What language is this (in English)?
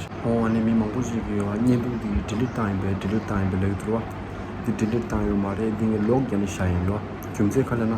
Tibetan